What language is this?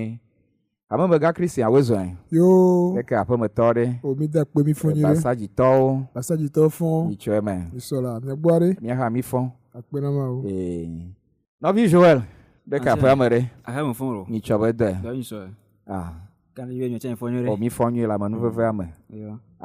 Ewe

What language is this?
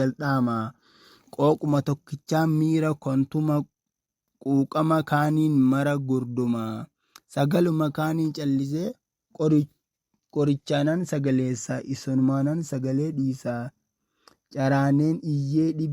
Oromo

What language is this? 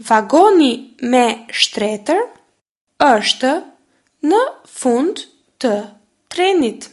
Albanian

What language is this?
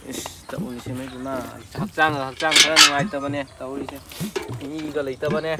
Manipuri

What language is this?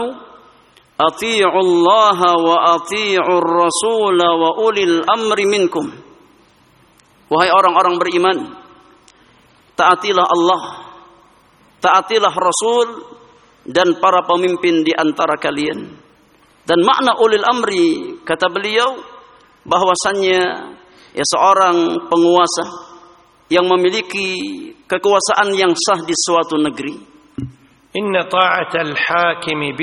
Indonesian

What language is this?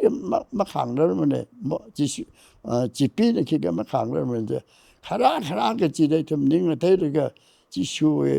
Tangkhul Naga (India)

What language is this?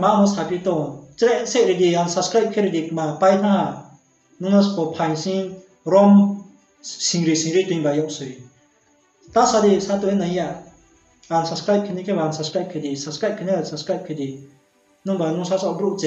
Riang (India)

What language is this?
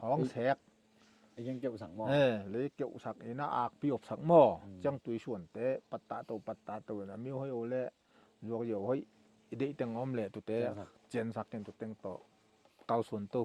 Tedim Chin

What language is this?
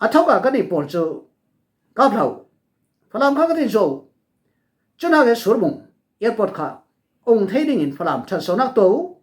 Falam Chin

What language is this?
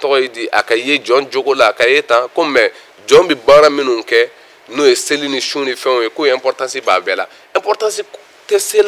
Bambara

